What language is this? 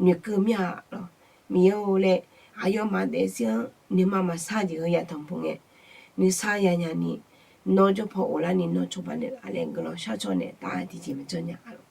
Akha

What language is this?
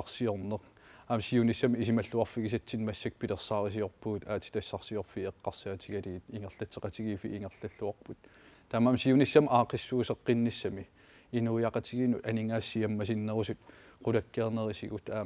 Kalaallisut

